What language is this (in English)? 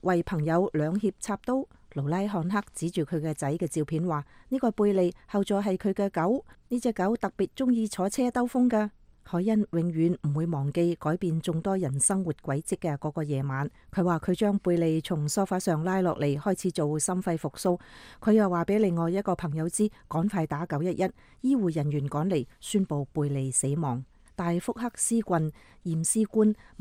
Cantonese